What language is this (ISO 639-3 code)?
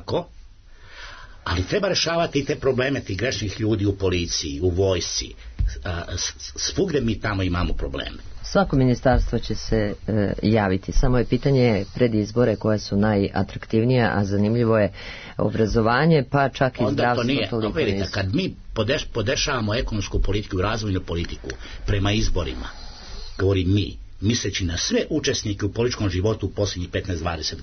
srp